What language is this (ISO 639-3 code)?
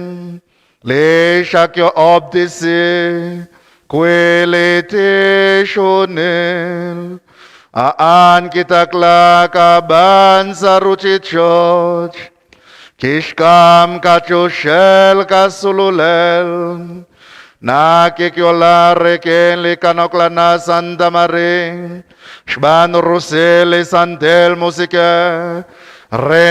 kek